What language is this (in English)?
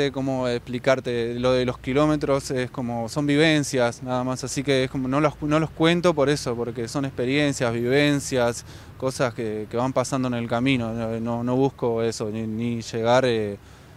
Spanish